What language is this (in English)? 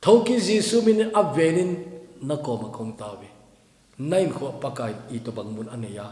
Thado Chin